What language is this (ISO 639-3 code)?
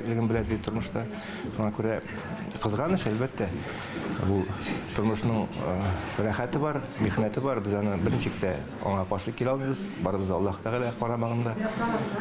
tat